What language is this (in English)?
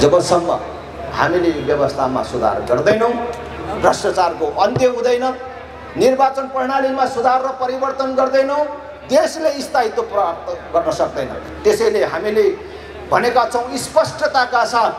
Nepali